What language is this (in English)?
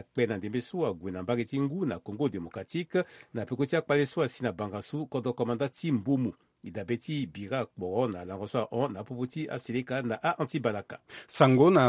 Sango